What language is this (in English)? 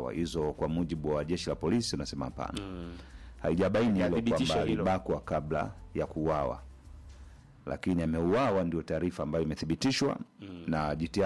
Swahili